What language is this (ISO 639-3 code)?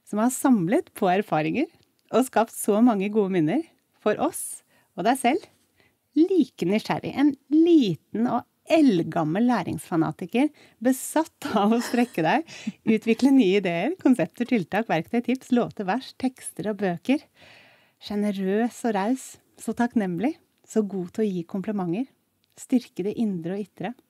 nor